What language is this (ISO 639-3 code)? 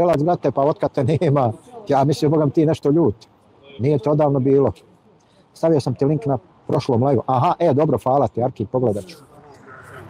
bos